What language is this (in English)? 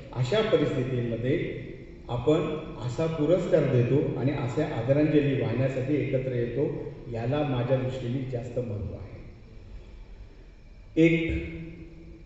Marathi